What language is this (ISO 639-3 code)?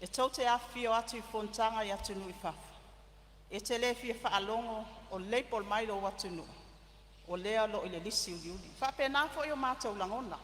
smo